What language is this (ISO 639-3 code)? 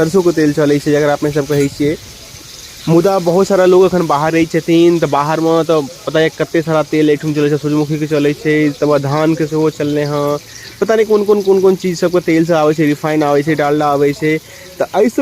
mai